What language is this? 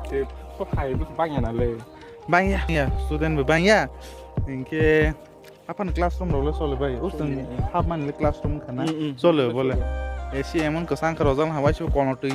Kok Borok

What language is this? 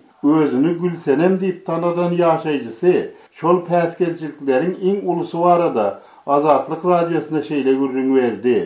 Turkmen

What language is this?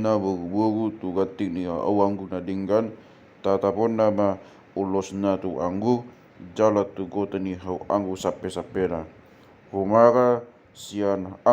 Batak Toba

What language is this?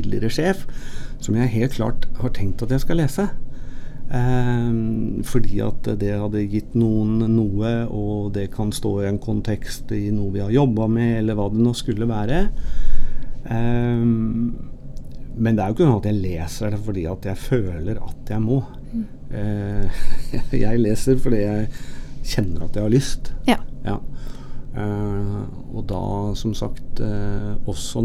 Norwegian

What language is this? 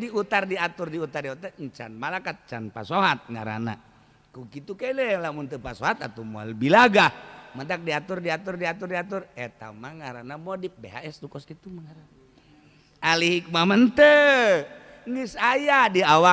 Sundanese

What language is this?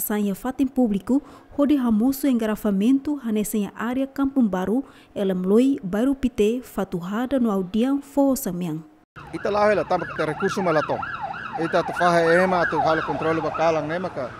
Tetum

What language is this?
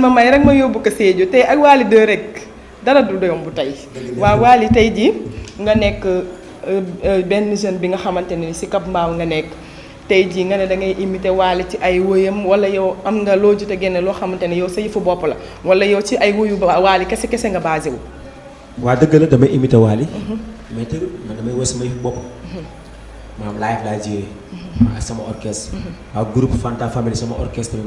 Wolof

